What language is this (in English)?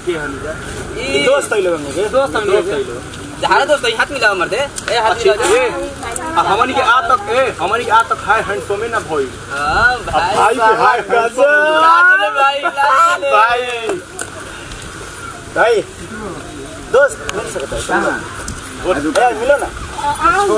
Bhojpuri